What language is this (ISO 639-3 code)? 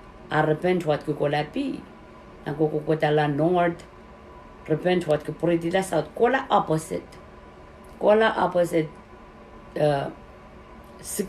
pon